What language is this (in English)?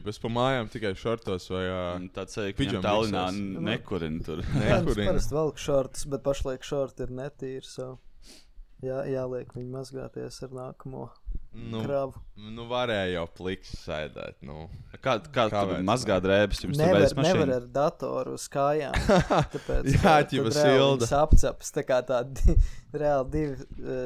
Latvian